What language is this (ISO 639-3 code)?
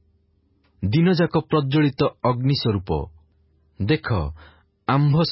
ori